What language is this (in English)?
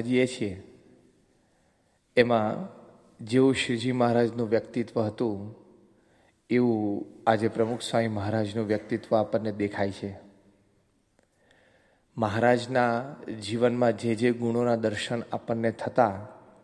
Gujarati